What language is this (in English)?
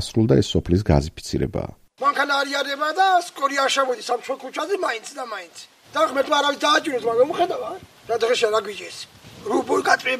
Georgian